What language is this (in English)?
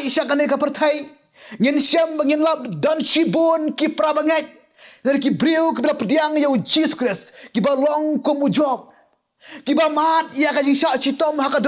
Khasi